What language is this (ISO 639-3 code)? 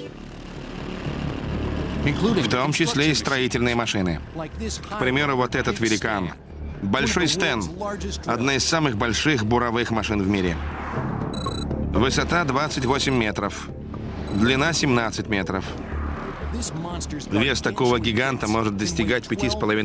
rus